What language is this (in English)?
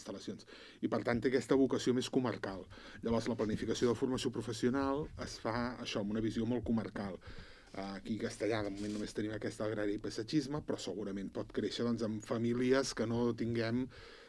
Catalan